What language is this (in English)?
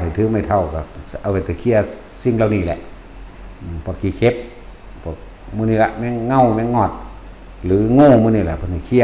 Northeastern Thai